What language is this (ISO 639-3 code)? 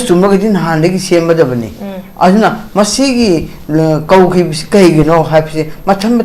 mni